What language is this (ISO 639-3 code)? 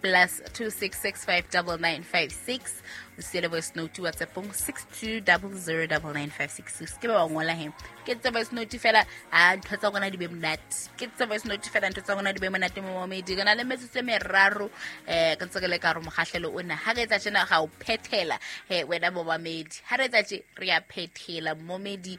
sot